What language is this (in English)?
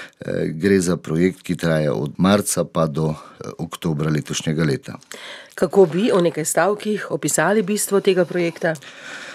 Slovenian